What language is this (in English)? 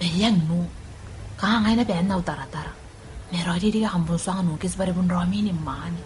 Gilbertese